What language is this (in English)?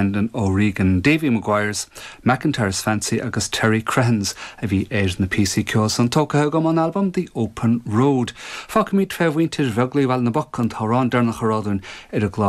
Irish